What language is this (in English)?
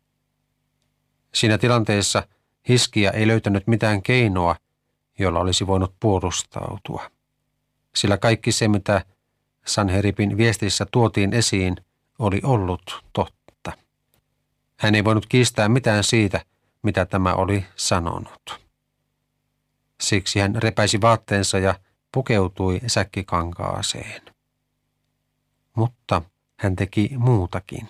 Finnish